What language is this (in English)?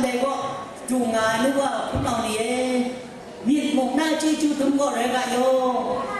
Kachin